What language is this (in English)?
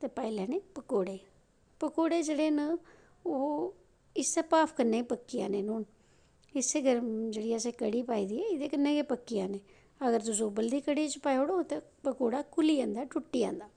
Dogri